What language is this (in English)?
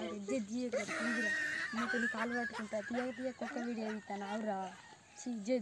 Telugu